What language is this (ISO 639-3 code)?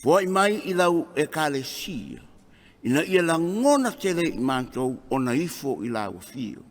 smo